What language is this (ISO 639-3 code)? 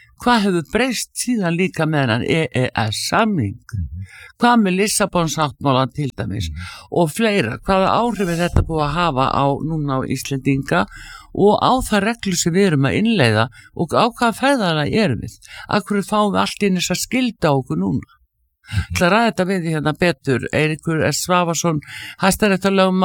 isl